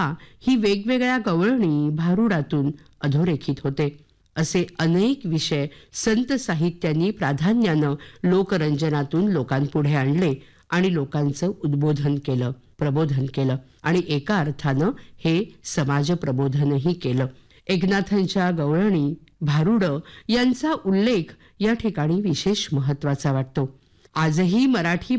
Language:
Marathi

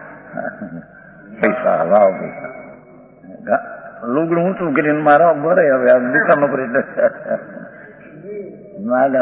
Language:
Gujarati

